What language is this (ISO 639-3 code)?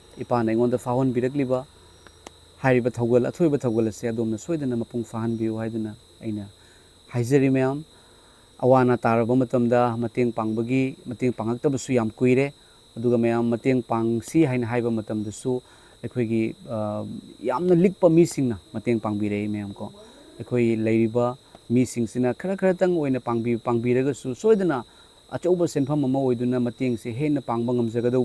mni